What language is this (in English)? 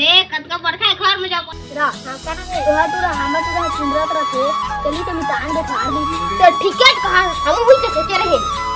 Chhattisgarhi